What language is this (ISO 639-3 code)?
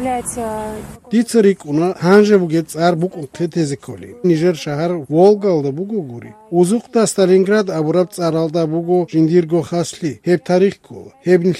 ava